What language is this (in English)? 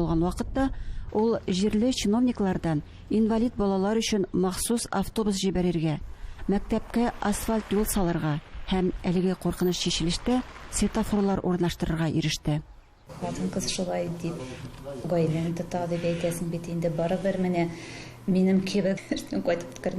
Tatar